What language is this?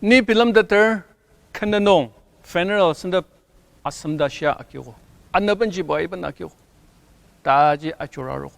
Ao Naga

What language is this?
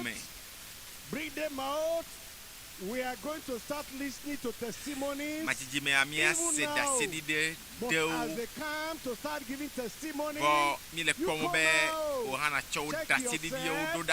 Ewe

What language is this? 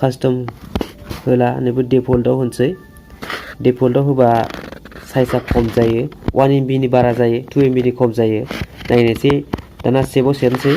Bodo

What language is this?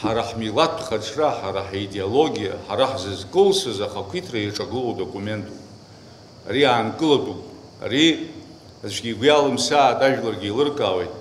Abkhazian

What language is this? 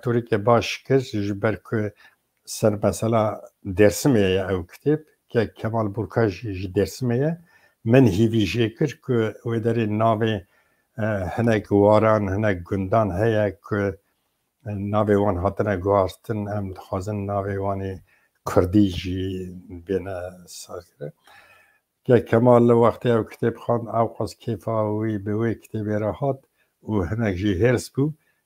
Kurdish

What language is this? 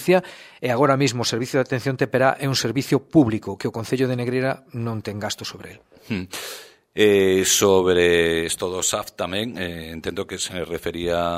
Galician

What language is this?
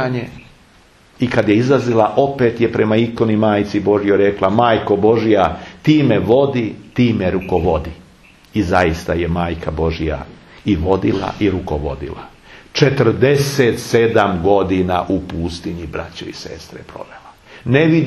Serbian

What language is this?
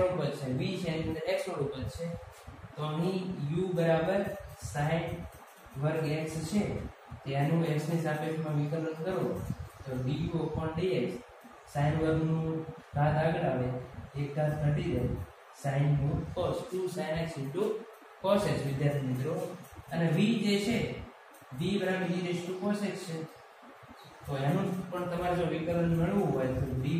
Gujarati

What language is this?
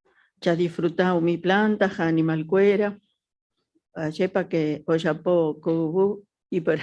Guarani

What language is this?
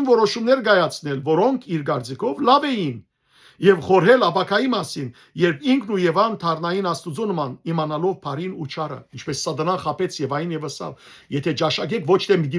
Western Armenian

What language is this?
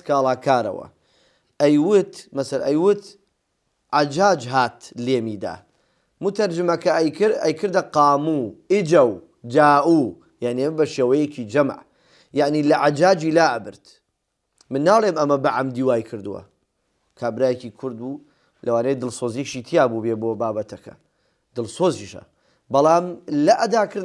Central Kurdish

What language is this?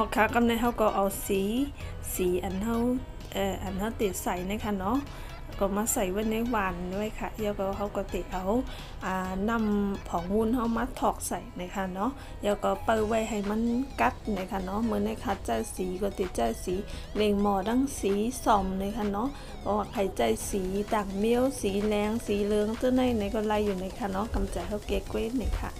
Shan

